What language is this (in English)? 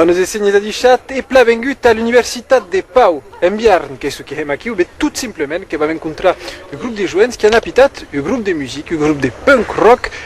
Occitan